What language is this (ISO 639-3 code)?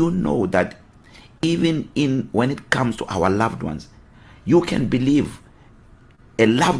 eng